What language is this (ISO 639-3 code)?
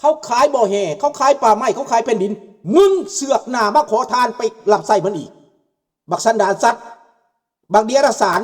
lao